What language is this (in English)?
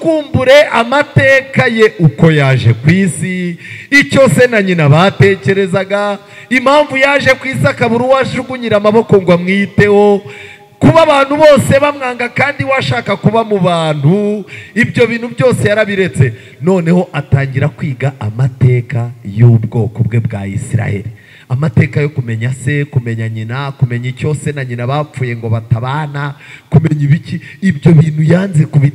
Kinyarwanda